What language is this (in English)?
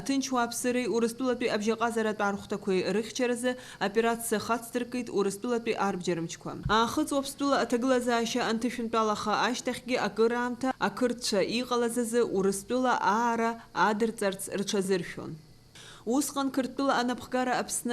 Abkhazian